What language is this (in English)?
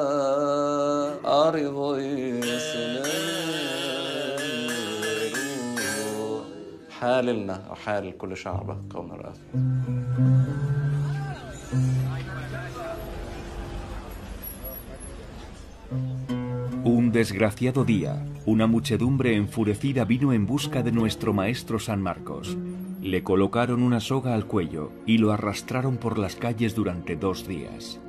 Spanish